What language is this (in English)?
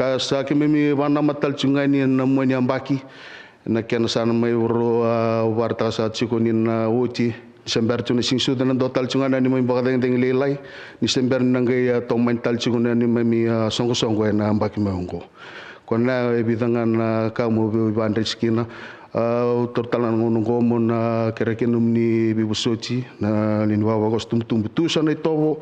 Fijian